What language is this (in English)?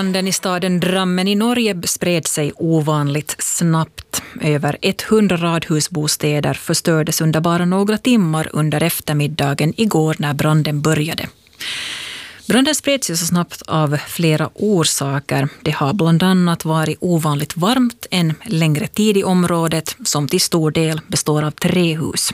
Swedish